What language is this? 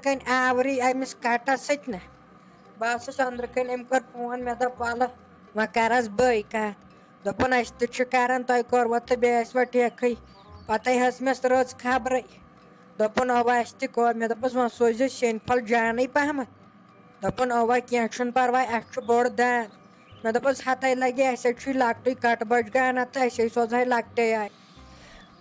Kashmiri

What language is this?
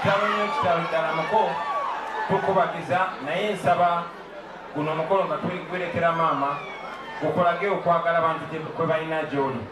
Ganda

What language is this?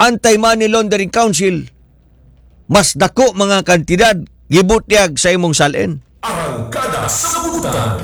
Cebuano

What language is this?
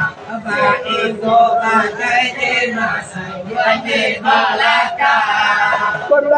Minangkabau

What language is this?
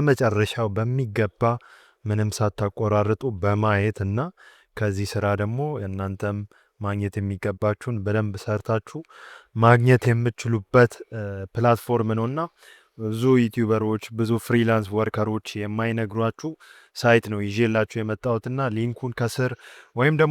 Amharic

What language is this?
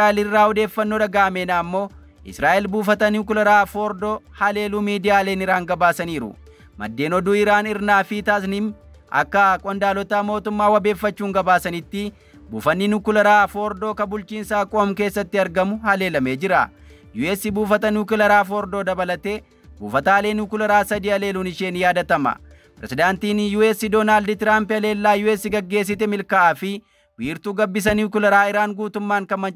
Oromo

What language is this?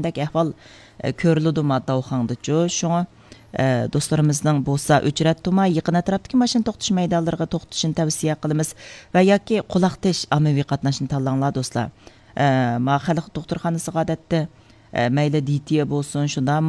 Uyghur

